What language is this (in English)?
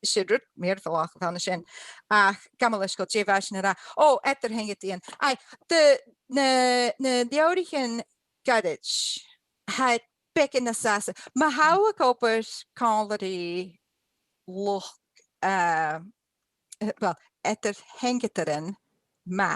Scottish Gaelic